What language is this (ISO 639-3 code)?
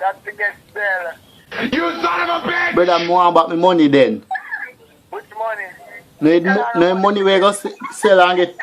jam